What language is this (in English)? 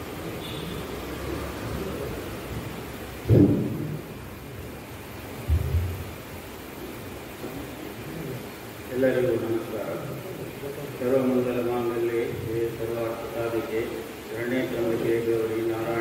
Kannada